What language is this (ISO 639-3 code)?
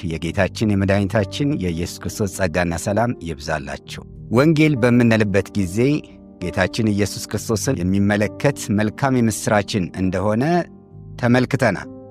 amh